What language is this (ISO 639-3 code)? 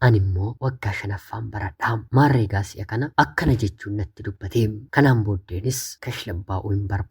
orm